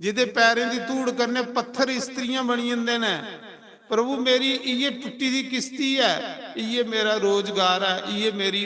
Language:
Dogri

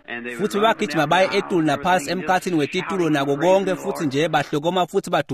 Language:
Swati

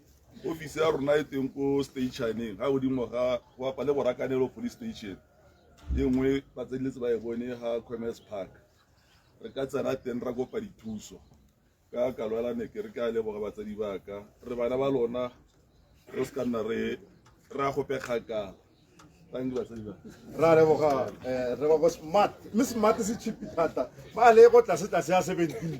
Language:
Tswana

